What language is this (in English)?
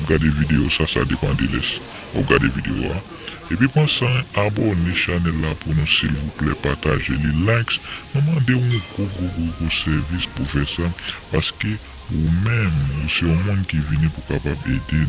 Haitian Creole